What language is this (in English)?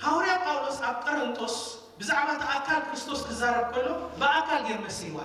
Tigrinya